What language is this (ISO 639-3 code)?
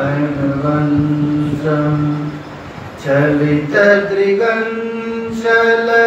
san